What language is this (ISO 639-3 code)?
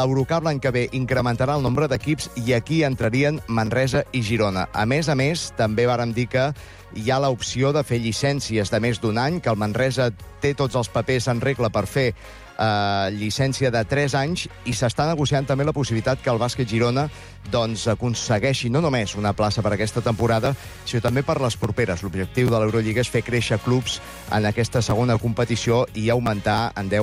cat